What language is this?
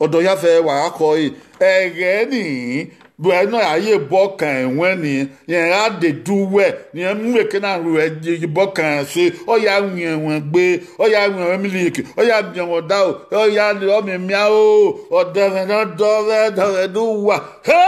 Bini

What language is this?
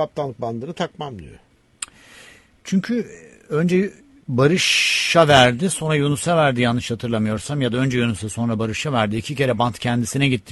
Turkish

